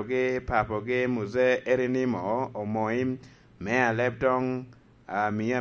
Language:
Lango (Uganda)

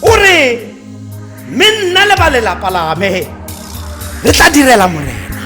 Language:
Tswana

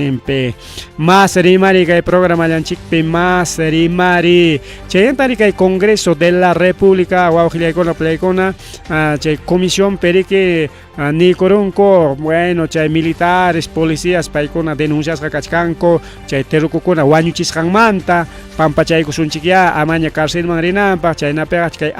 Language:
Ayacucho Quechua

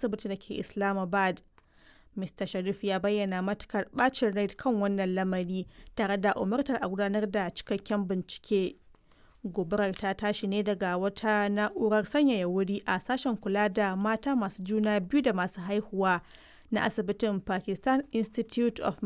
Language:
Hausa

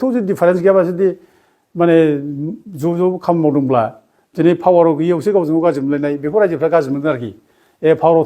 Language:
Bodo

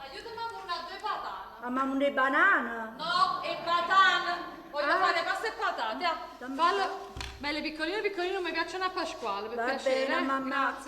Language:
Neapolitan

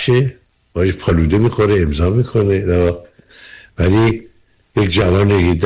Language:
Persian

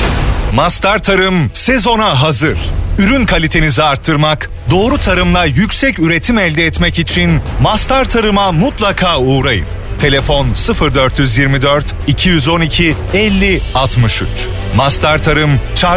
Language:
Turkish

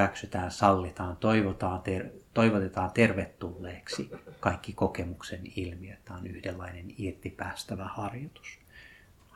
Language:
Finnish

